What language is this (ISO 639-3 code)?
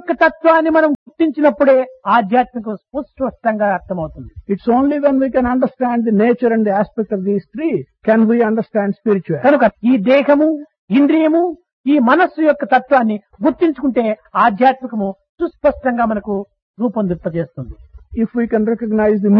tel